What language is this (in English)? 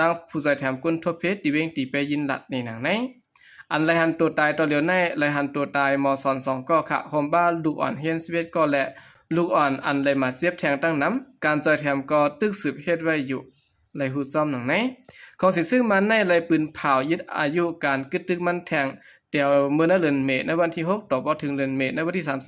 Shan